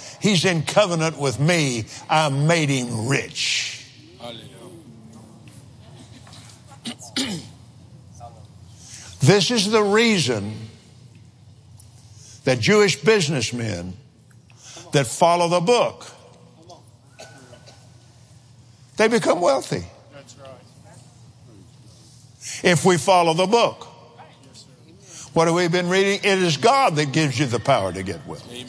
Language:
English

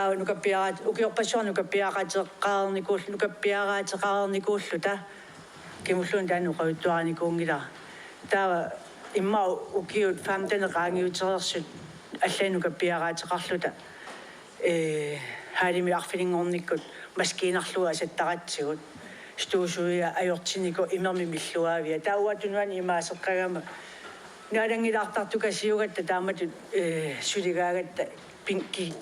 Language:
Kalaallisut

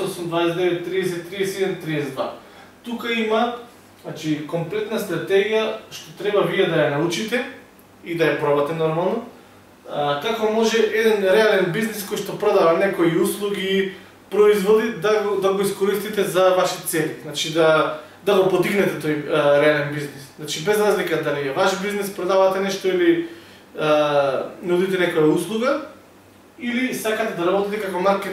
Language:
Macedonian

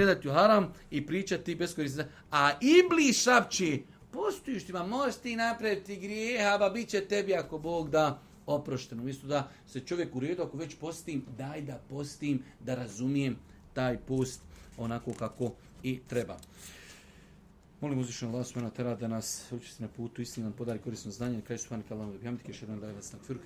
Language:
Bosnian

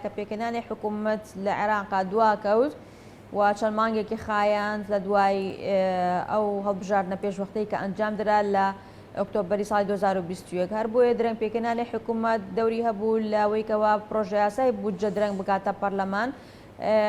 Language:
Central Kurdish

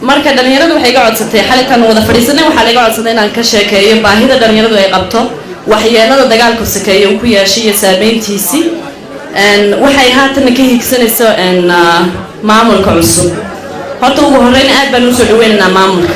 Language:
Somali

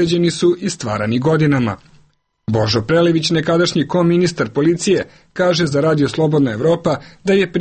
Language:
Serbian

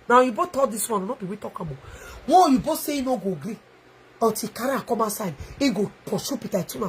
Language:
Nigerian Pidgin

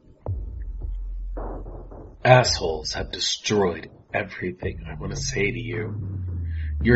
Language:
English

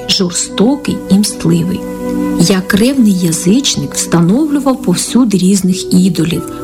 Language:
Ukrainian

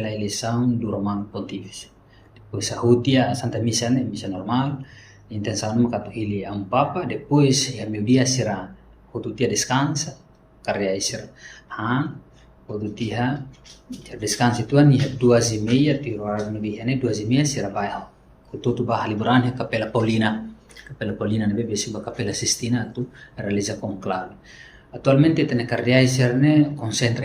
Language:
Tetum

